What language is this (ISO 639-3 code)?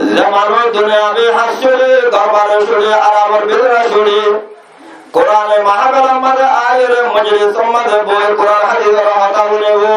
rhg